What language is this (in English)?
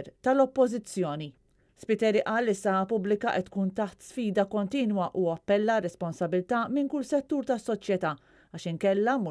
Maltese